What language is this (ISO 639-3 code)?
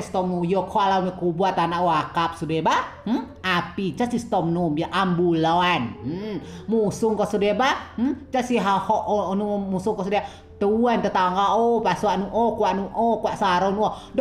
rej